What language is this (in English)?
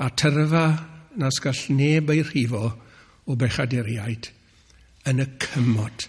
Welsh